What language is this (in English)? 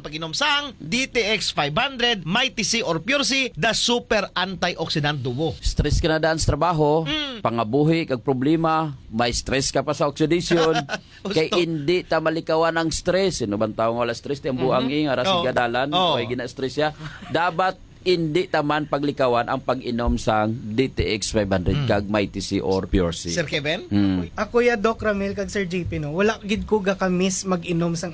Hiligaynon